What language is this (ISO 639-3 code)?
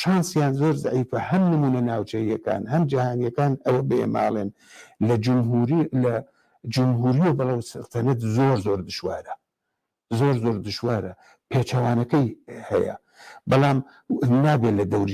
ckb